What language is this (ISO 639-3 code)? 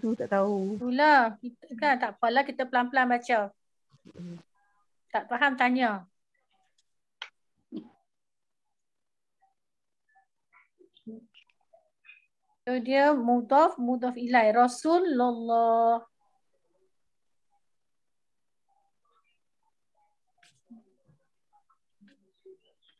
msa